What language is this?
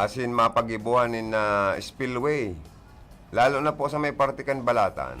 Bikol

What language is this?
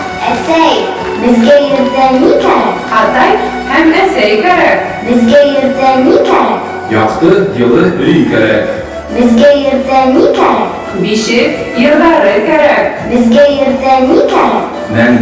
Bashkir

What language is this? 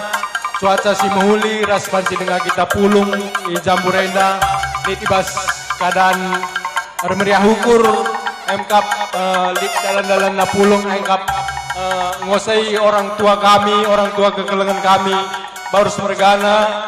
Batak Karo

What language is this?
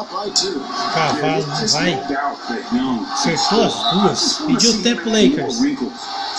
Portuguese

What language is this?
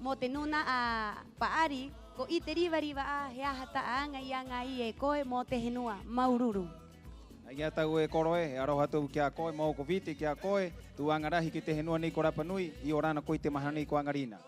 Rapanui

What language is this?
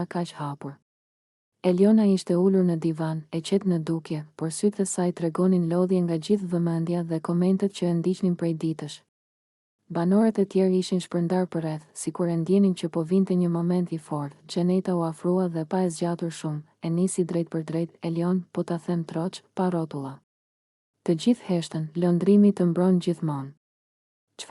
Albanian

